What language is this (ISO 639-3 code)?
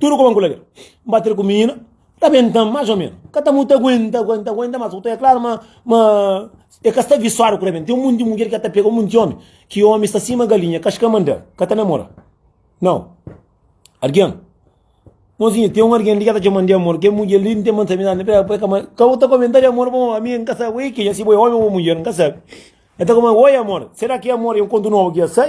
kea